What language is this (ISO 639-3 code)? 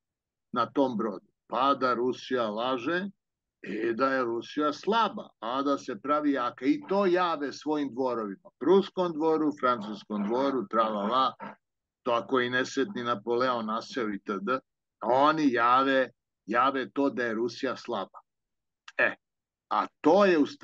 srp